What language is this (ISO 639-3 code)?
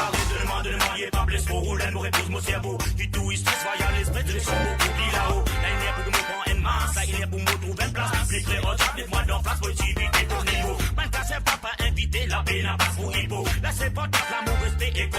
mfe